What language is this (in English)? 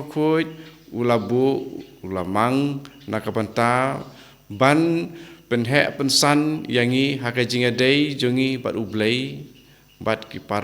Khasi